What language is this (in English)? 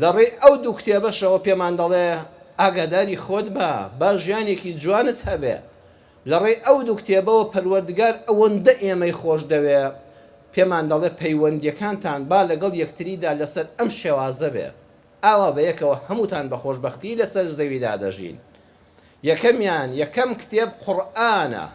Central Kurdish